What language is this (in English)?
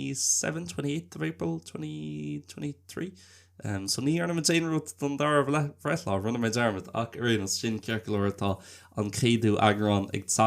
Irish